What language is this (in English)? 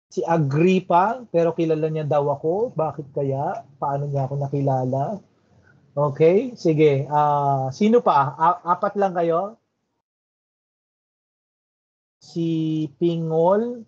Filipino